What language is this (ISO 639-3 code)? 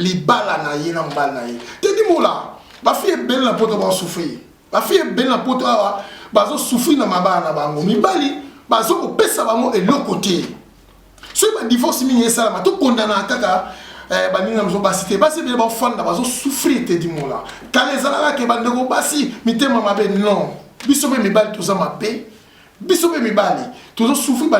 lin